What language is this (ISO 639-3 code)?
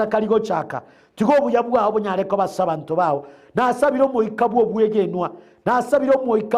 guz